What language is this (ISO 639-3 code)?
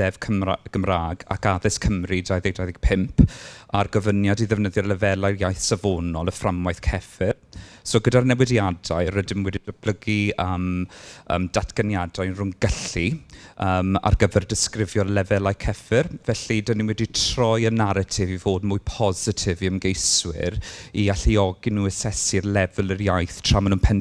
cym